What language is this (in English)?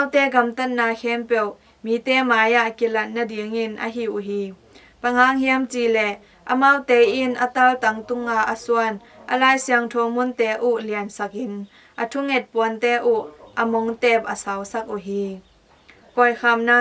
Tedim Chin